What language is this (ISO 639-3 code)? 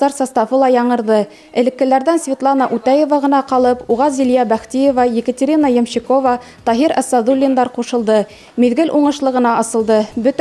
bak